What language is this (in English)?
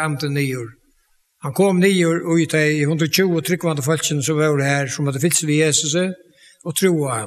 Faroese